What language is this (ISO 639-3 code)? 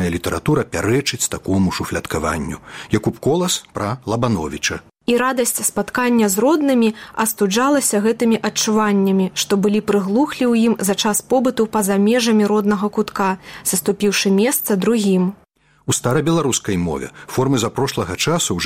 bel